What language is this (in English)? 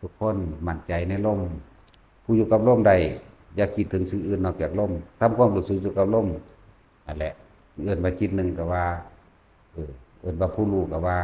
Lao